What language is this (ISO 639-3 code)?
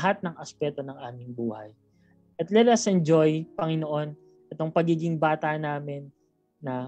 fil